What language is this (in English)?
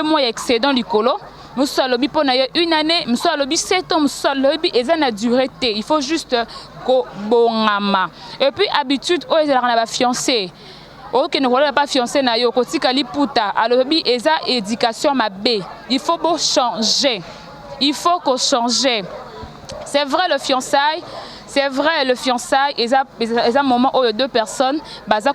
Lingala